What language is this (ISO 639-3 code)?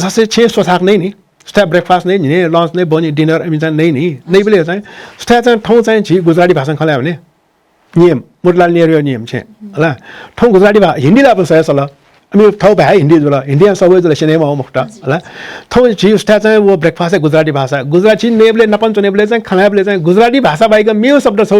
new